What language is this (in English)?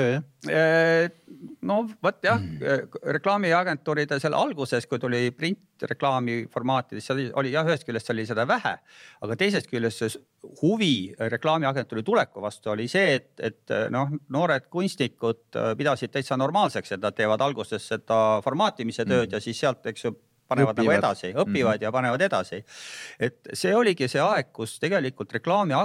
Estonian